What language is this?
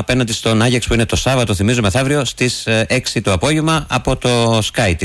Greek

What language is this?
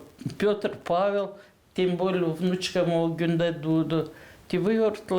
Gagauz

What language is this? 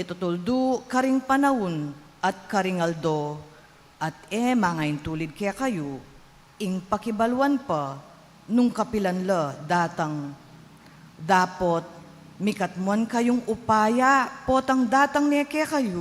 Pampanga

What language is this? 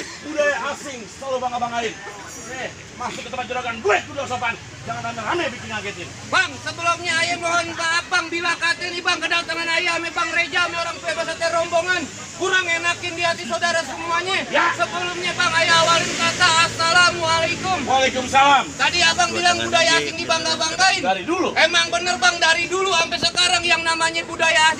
Betawi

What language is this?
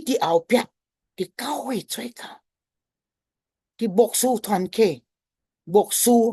Min Nan Chinese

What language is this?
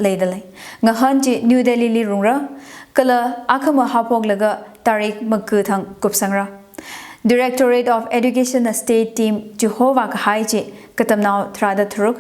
Tangkhul Naga (India)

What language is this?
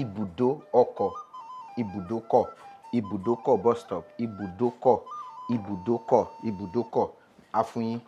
Yoruba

